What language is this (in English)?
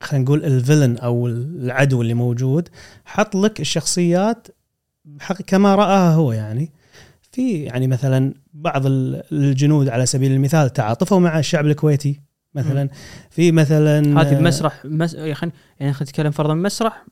Gulf Arabic